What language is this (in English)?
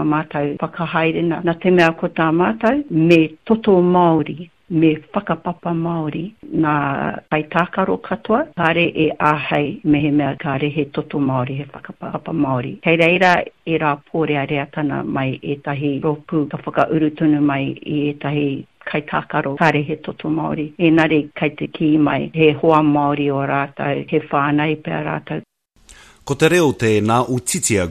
Māori